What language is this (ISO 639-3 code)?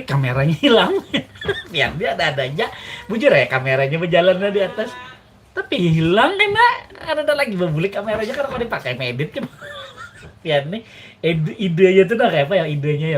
bjn